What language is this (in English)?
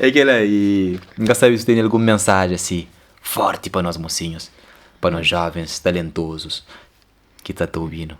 Kabuverdianu